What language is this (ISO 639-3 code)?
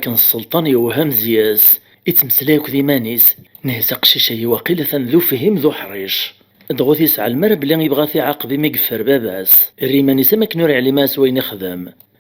kab